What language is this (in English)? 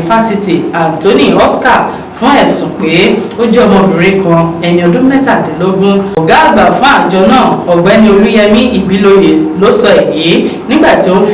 Yoruba